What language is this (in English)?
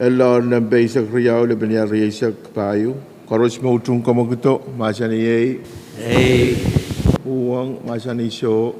Pohnpeian